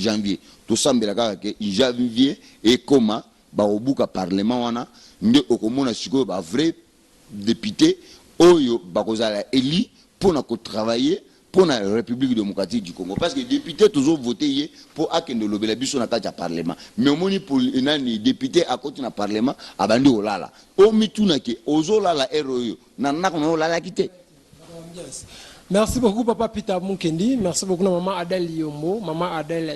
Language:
Lingala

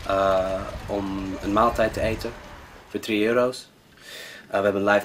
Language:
Dutch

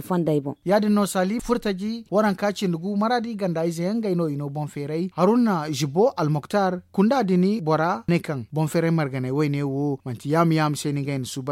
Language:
Zarma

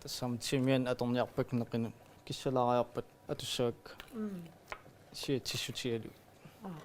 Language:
Kalaallisut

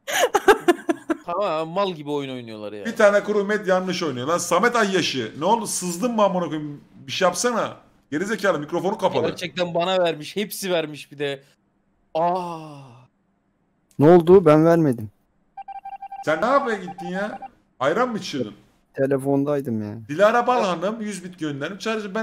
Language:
Turkish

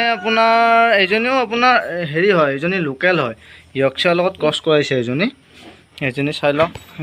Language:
Assamese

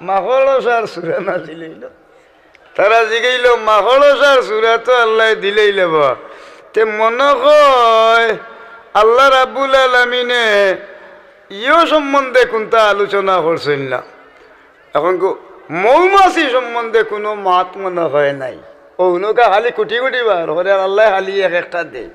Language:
Sylheti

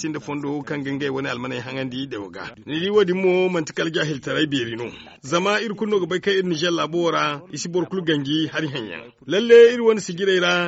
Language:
Zarma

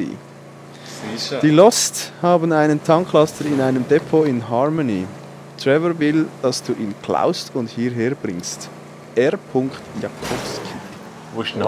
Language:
Swiss German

